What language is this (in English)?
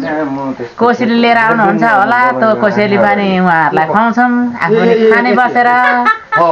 Nepali